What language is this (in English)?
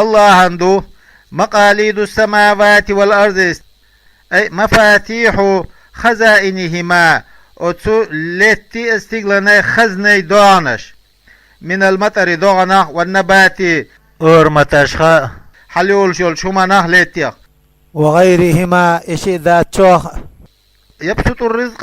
Chechen